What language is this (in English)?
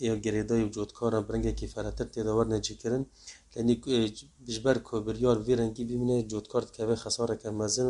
Kurdish